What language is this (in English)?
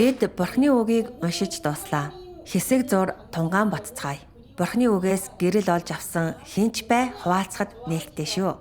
Mongolian